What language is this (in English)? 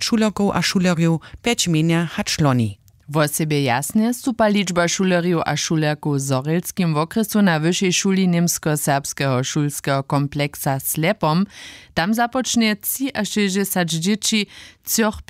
Upper Sorbian